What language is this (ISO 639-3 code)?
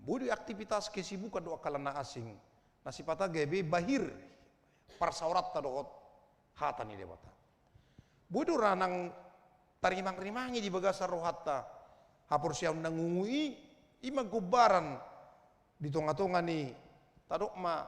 bbc